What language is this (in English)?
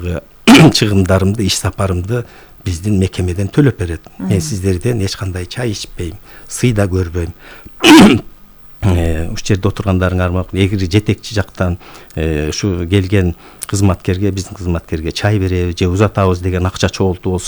Kyrgyz